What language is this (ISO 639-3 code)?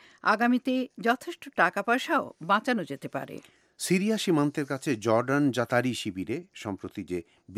ben